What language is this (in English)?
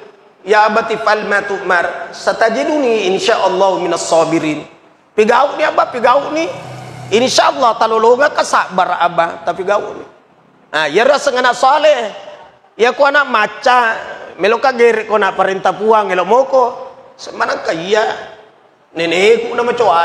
Buginese